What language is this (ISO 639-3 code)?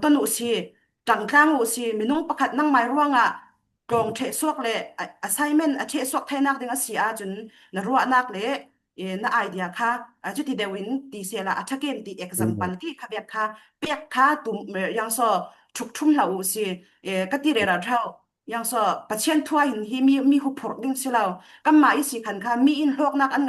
cfm